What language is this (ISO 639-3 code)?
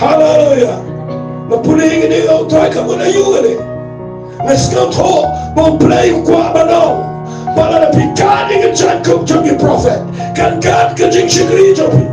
kha